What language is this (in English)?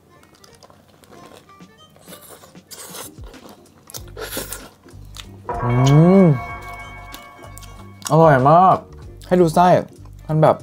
Thai